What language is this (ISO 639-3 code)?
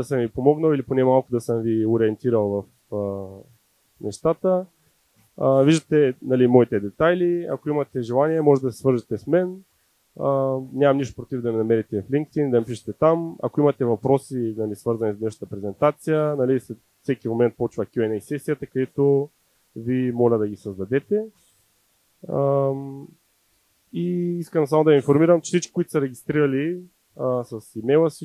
bul